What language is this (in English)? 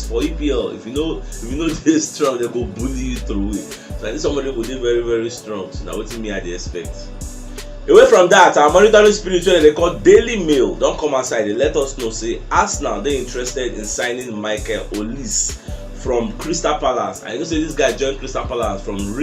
Nigerian Pidgin